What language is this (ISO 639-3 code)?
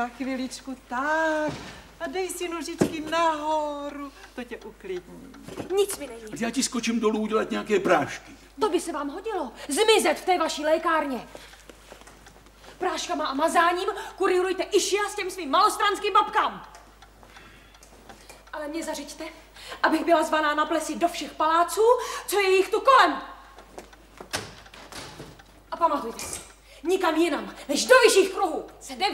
ces